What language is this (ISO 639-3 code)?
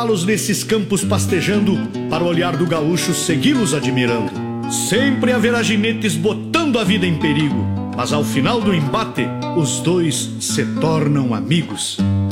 por